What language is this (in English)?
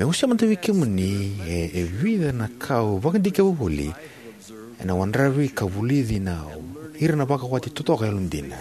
Fijian